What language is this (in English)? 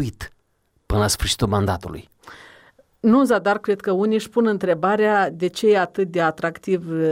Romanian